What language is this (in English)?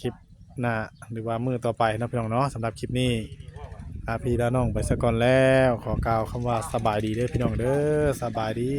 Northeastern Thai